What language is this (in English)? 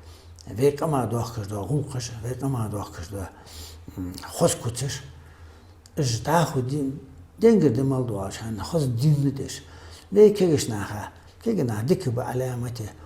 Ingush